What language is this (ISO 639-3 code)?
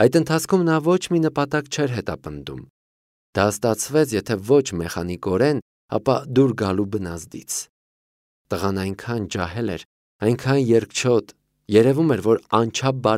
hye